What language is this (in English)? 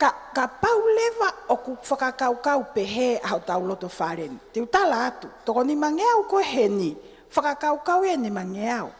Tongan